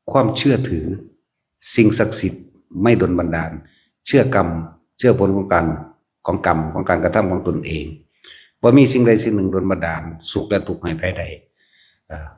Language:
Northeastern Thai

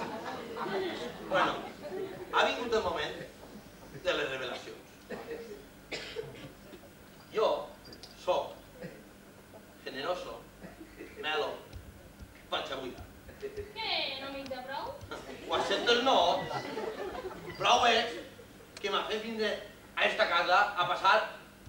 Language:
Catalan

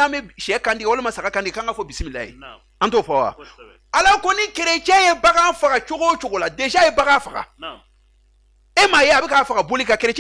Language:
Bambara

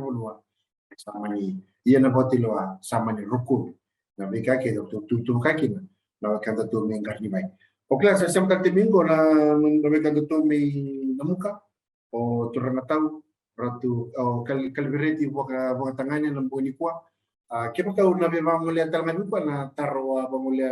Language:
Fijian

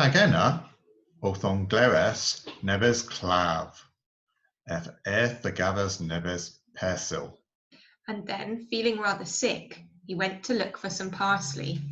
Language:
Cornish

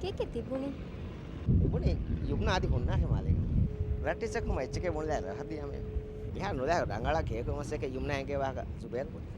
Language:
Divehi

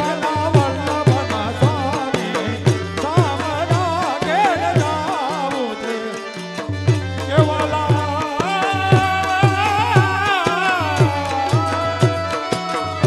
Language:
Gujarati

